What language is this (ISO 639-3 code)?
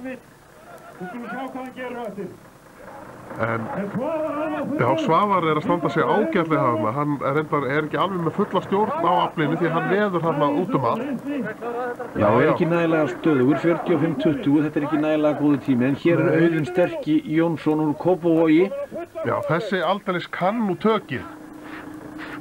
isl